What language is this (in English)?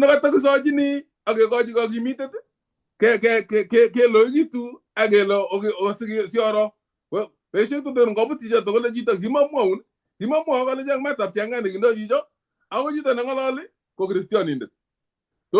Kalenjin